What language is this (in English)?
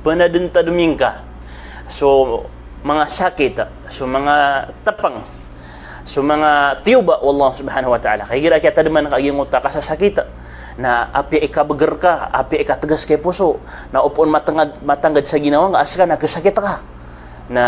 Maranao